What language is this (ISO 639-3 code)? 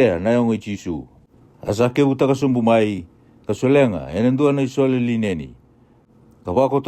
fij